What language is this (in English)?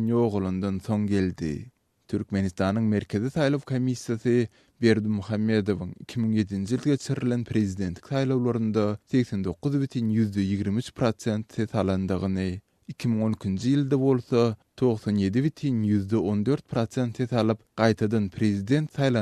Turkmen